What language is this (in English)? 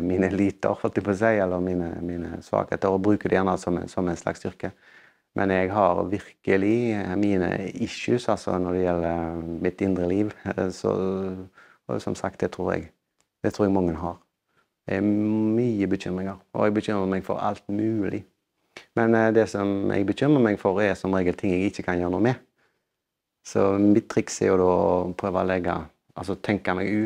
Norwegian